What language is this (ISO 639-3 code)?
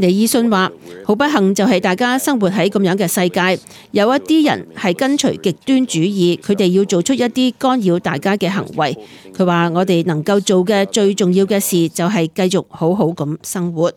yue